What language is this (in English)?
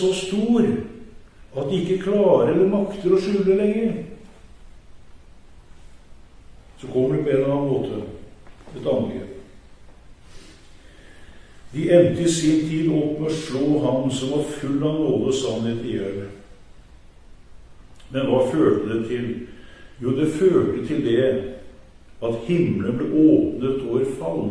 Norwegian